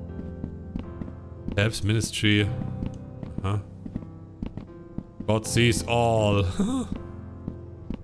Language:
German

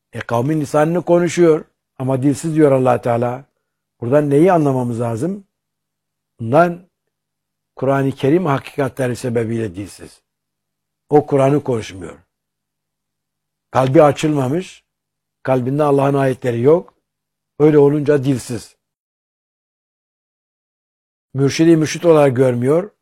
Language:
Turkish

